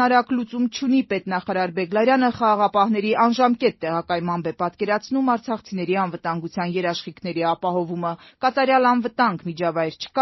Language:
Armenian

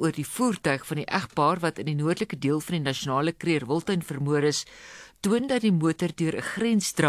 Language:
Afrikaans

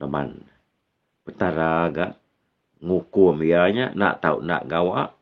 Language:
Iban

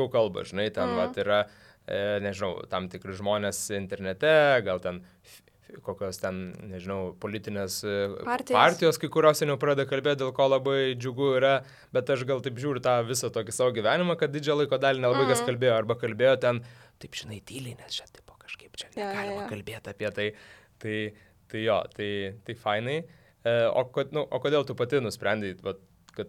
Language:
Lithuanian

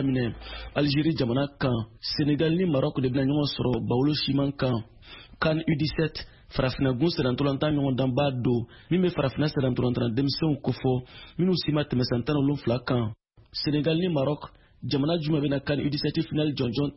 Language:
Bambara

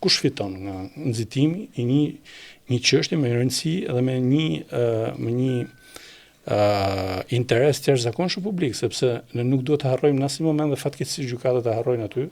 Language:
Albanian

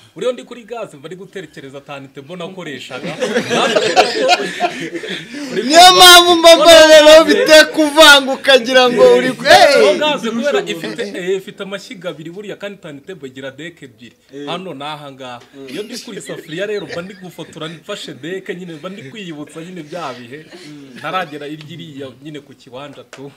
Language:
Kinyarwanda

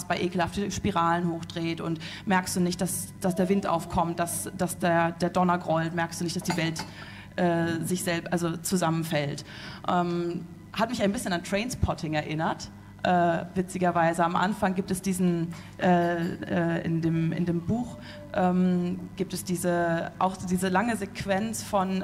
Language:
German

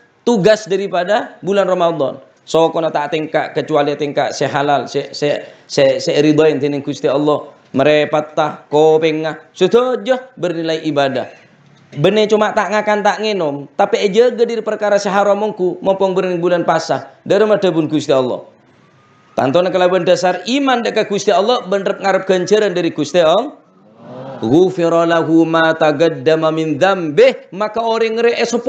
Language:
Madurese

